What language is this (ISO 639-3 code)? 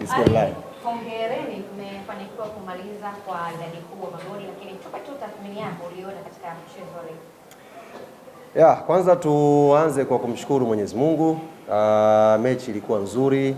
swa